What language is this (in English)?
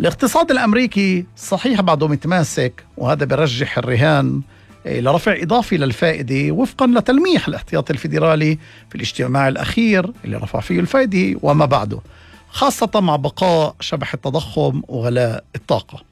North Levantine Arabic